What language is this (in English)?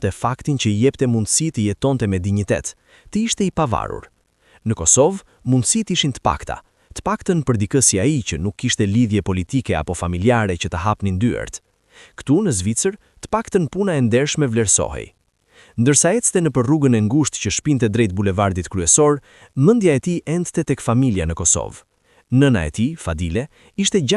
Albanian